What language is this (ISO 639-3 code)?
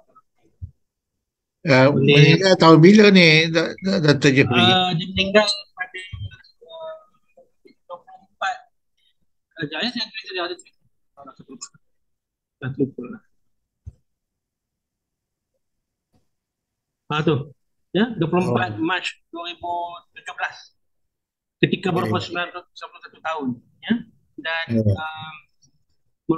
msa